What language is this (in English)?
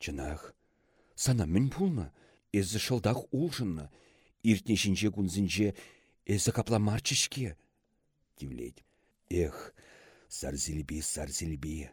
Chuvash